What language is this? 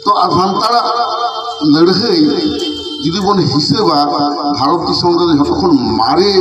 Santali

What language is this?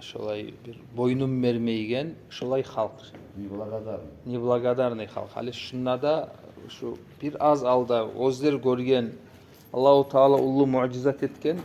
Kumyk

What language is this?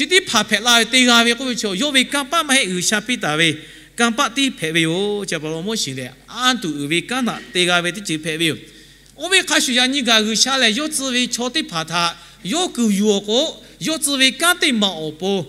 Lahu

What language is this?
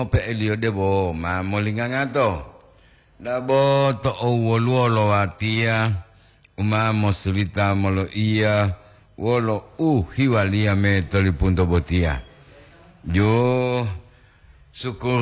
Gorontalo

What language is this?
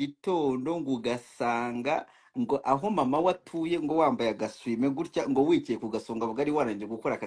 Kinyarwanda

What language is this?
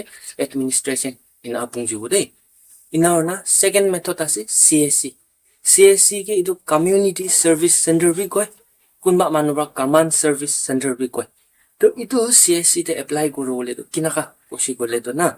Naga Pidgin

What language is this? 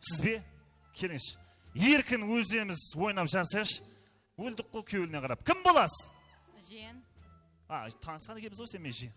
Kara-Kalpak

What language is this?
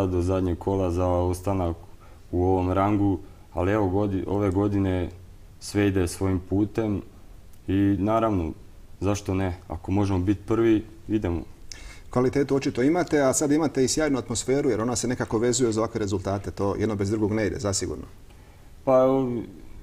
Croatian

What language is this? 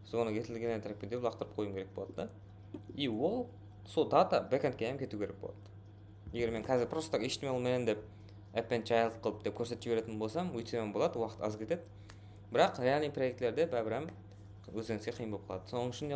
Kara-Kalpak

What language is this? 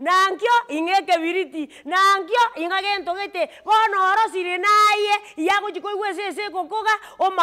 Gusii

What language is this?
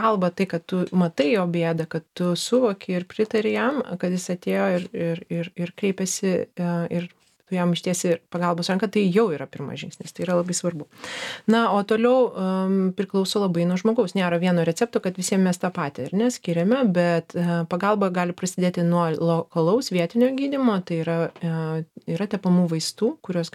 Lithuanian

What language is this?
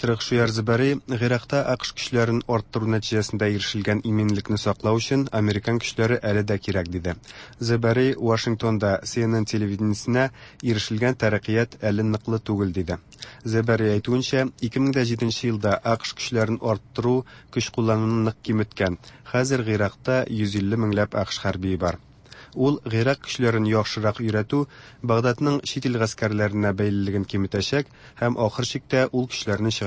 Tatar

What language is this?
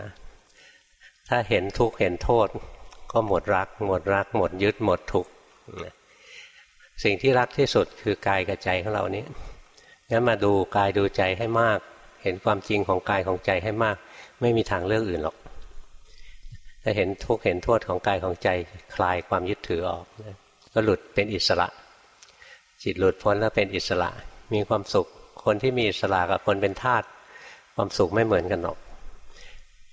Thai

